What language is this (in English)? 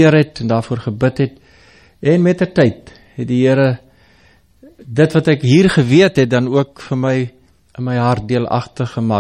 Afrikaans